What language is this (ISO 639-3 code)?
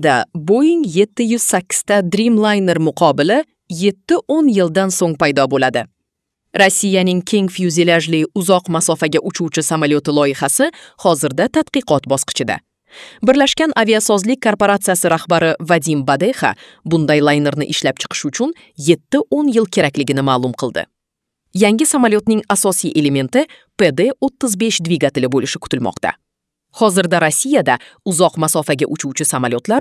uzb